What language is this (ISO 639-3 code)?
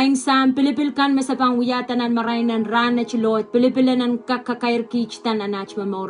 pon